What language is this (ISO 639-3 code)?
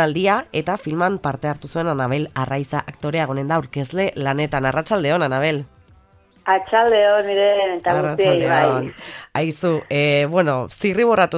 eus